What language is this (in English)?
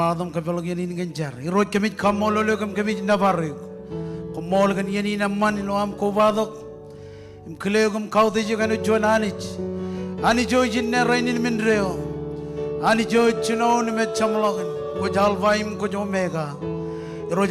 Marshallese